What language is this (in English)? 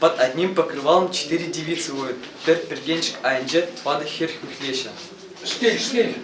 Chuvash